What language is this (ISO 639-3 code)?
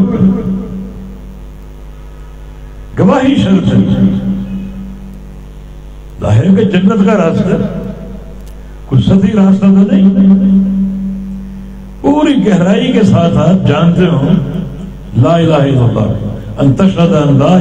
urd